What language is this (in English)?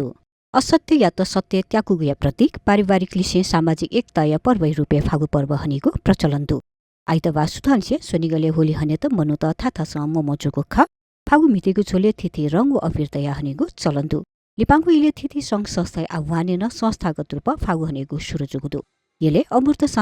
Newari